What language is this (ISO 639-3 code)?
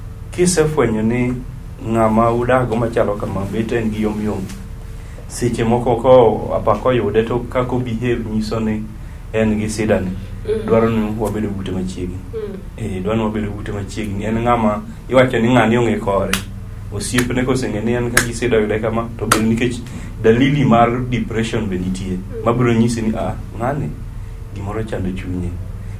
luo